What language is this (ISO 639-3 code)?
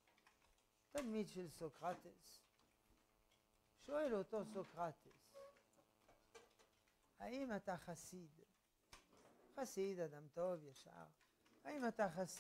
heb